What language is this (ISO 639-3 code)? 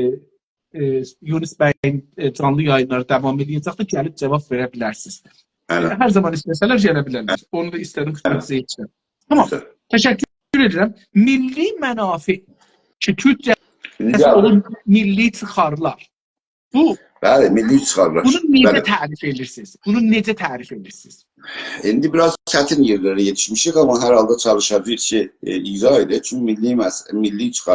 azb